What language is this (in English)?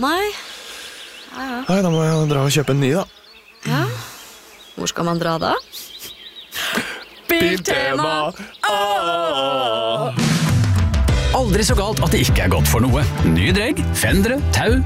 Norwegian